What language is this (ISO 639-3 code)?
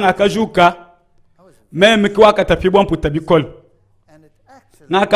lua